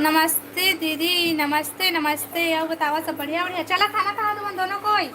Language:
Chhattisgarhi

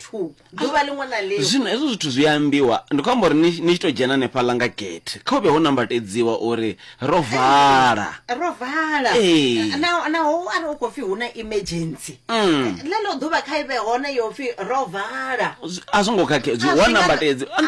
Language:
Venda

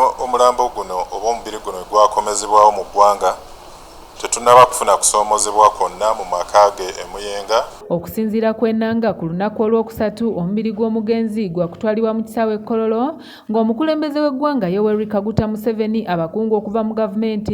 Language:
Ganda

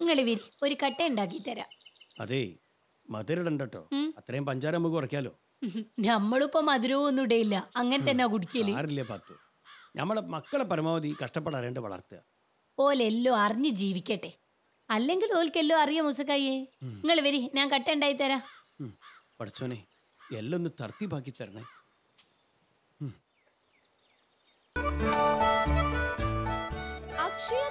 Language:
Malayalam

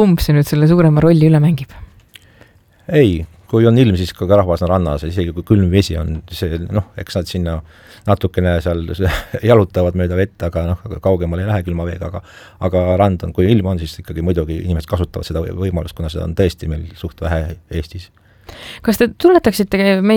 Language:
Estonian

